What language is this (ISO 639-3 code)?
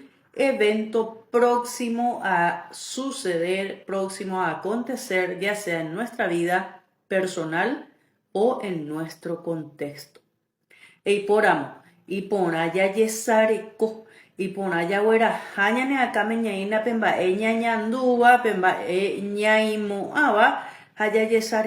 grn